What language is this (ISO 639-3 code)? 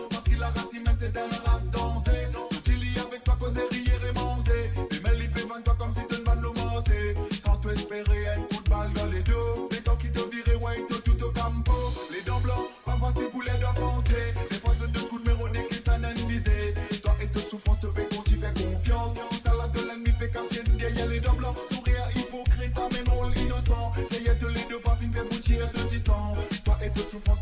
mfe